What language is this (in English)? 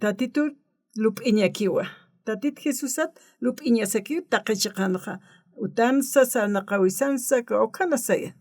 Aymara